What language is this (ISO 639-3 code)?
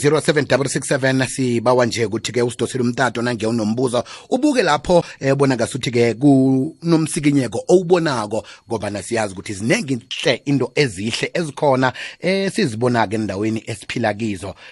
nbl